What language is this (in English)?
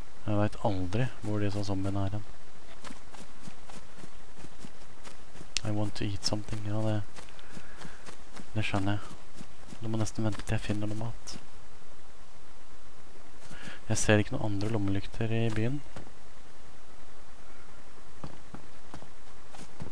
Norwegian